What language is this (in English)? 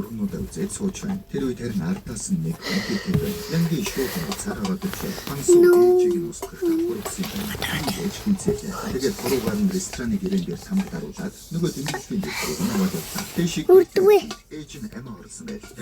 Mongolian